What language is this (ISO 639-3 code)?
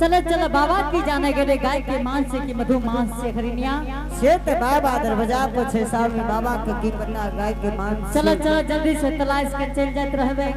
anp